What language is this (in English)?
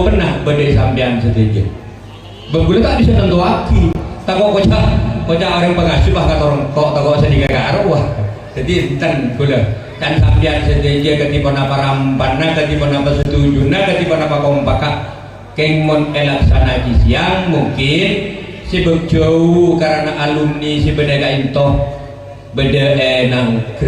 Madurese